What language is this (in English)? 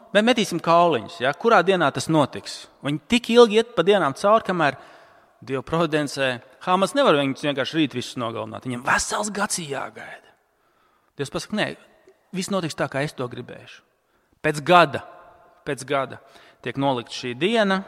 Latvian